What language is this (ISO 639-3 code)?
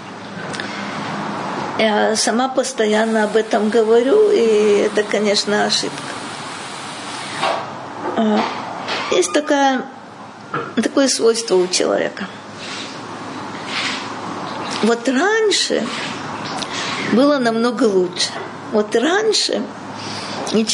rus